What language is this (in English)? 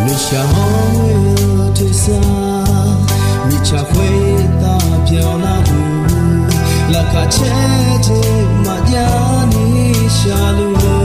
Akha